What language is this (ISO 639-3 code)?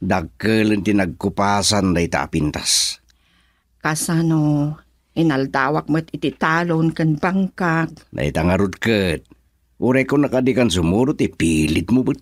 ilo